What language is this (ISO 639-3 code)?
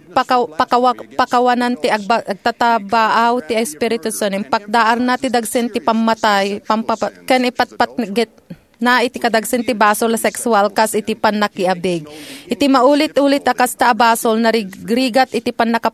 ilo